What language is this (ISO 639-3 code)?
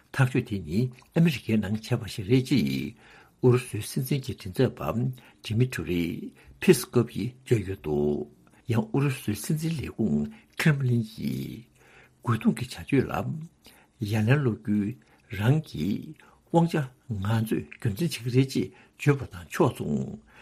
bod